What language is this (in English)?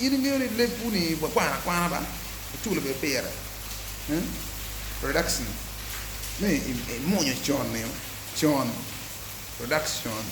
Acoli